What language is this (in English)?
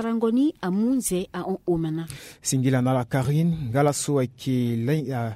Sango